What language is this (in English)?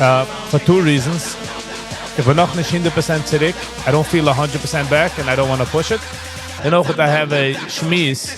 Yiddish